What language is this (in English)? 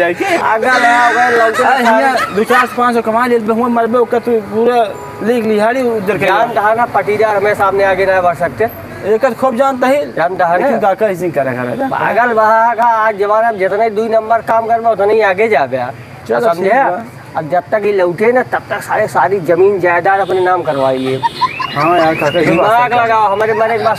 Awadhi